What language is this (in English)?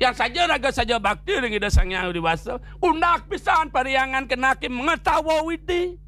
Balinese